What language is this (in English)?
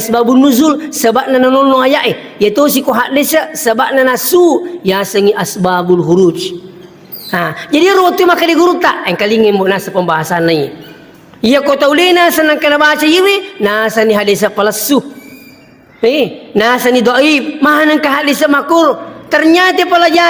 Buginese